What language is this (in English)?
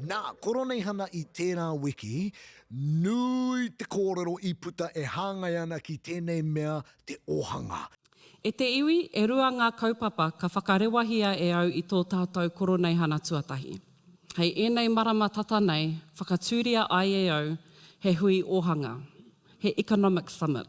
Māori